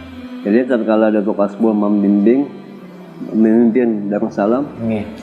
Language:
Banjar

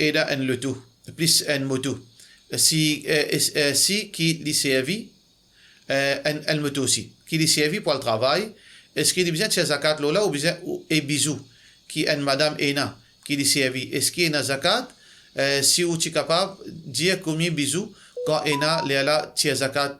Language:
Morisyen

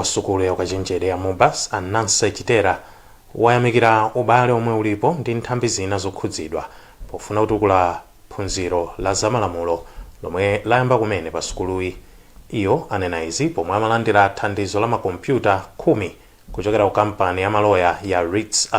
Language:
Nyanja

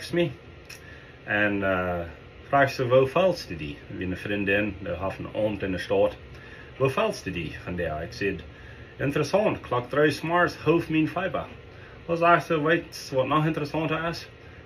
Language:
Plautdietsch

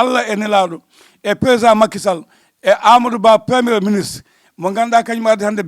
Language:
Fula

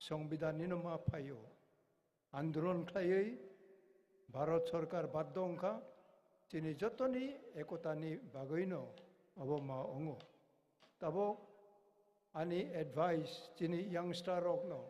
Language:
Kok Borok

